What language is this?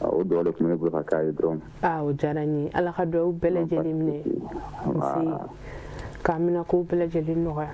Bambara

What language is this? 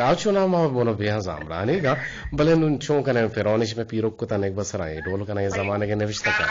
Eastern Balochi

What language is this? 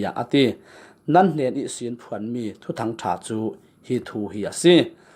Falam Chin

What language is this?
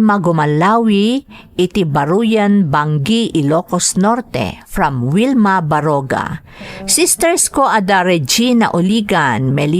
Iloko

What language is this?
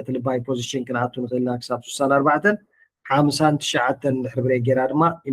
Tigrinya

